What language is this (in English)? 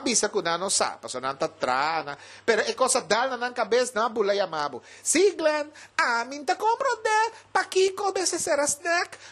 Papiamento